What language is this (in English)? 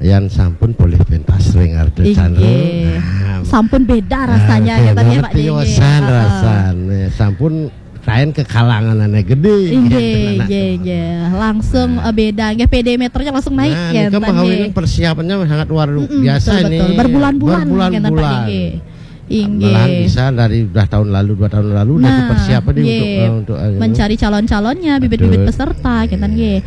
Balinese